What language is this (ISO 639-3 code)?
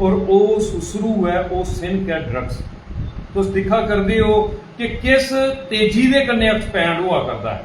doi